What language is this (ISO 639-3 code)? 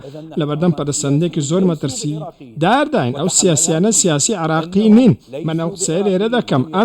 ckb